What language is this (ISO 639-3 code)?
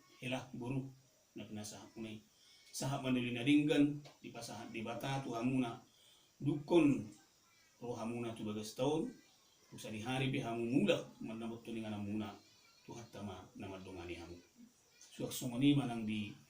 bbc